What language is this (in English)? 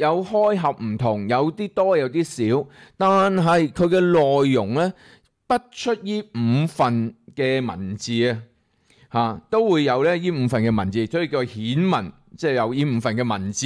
Cantonese